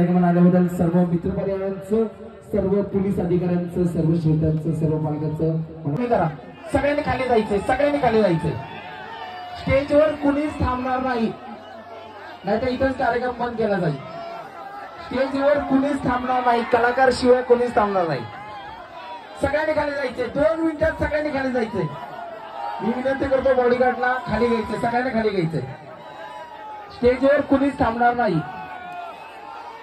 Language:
Marathi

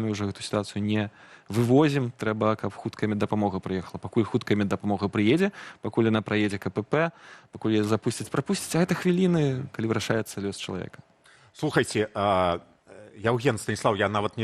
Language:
Belarusian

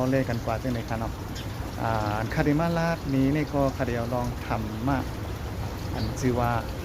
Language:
Shan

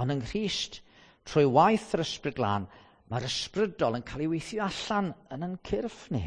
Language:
Welsh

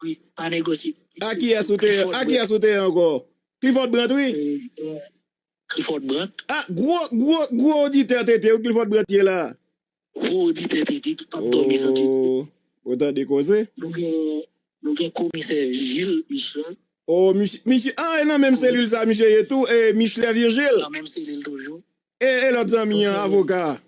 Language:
Haitian Creole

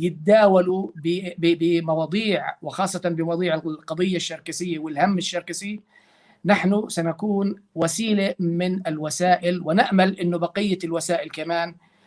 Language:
North Levantine Arabic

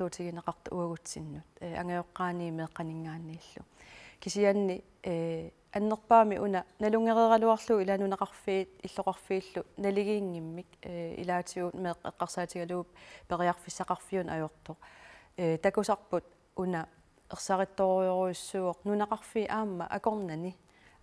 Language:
Kalaallisut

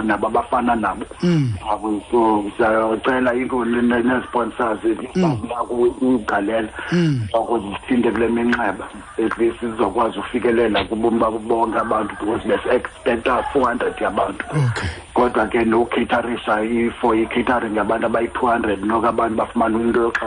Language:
Xhosa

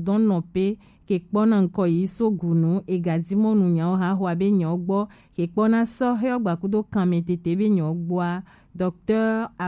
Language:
Gen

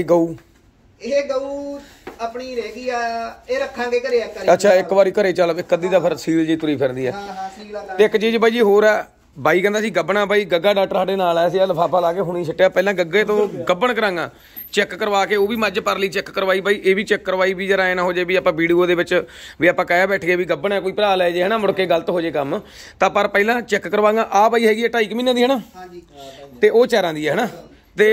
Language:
Punjabi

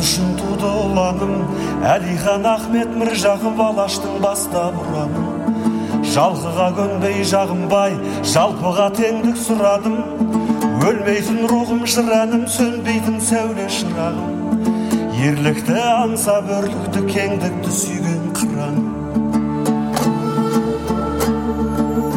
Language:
Kazakh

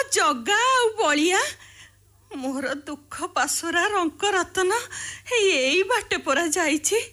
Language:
Odia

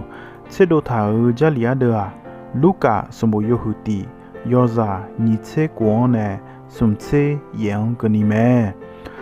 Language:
Akha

